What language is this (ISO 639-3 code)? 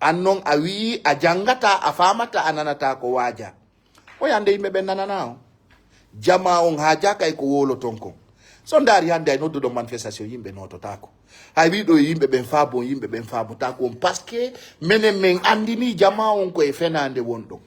ful